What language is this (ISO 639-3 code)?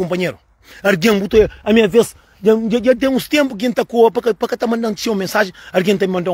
kea